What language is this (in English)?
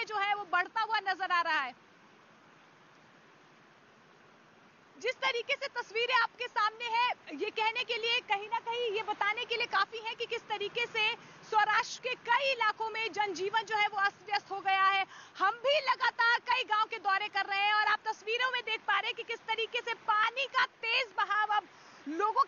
Hindi